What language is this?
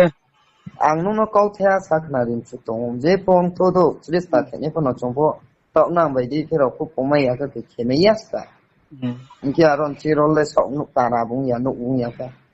Riang (India)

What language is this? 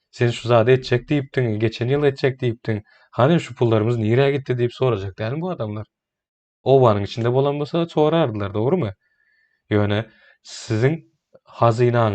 Turkmen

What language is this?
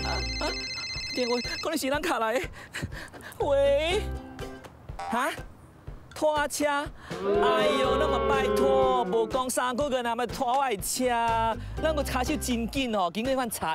Min Nan Chinese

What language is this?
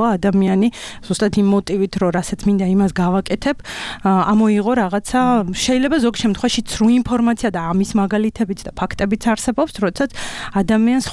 Georgian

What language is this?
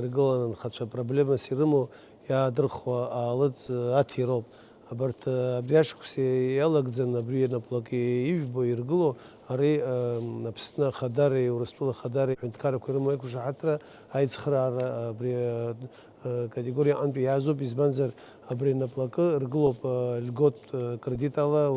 Abkhazian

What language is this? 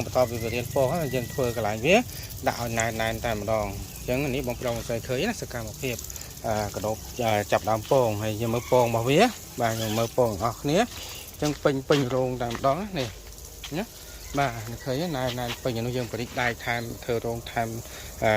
Khmer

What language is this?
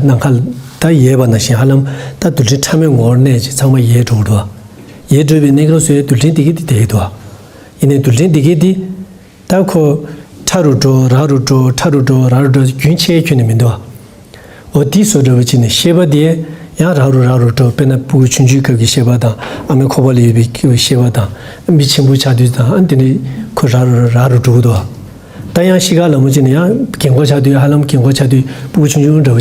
Tibetan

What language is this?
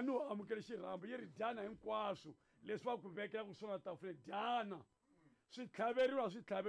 Tsonga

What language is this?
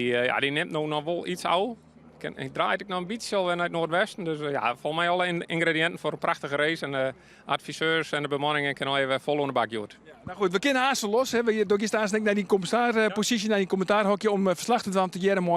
Western Frisian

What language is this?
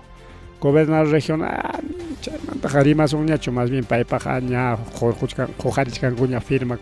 Ayacucho Quechua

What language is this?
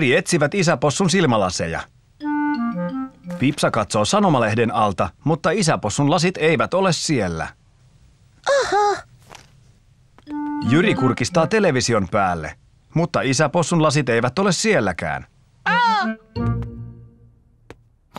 Finnish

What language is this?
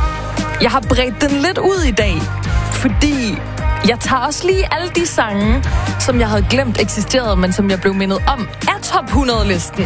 Danish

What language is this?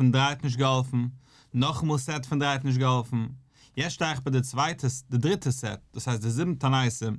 Yiddish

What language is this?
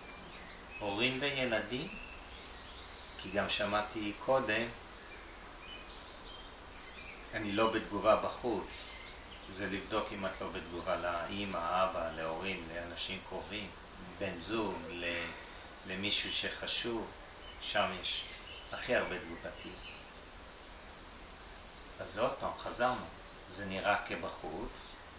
Hebrew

